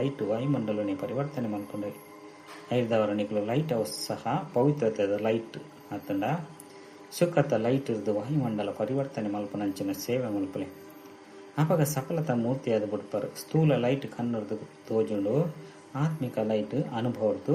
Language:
Tulu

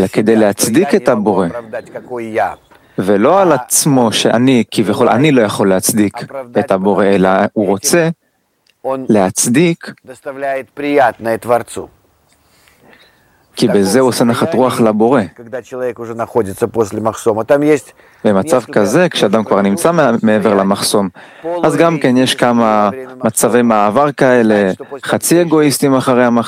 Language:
Hebrew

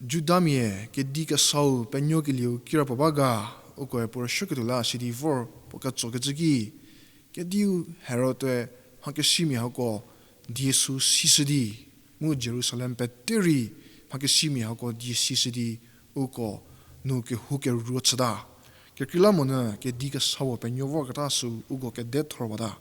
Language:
Angami Naga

